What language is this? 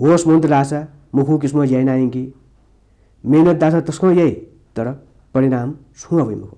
Newari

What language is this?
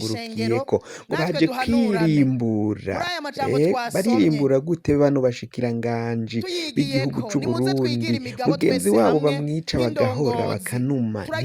Rundi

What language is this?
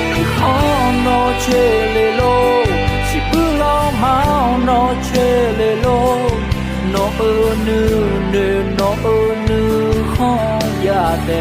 Akha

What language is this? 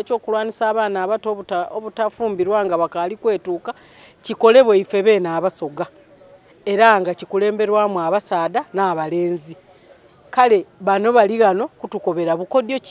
Soga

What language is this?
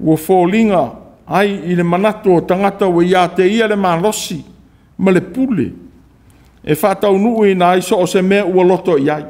Samoan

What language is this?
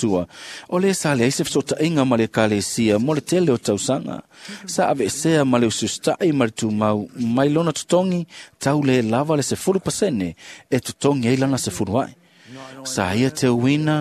Samoan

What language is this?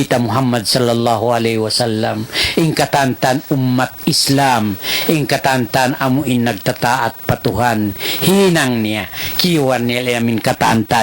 Tausug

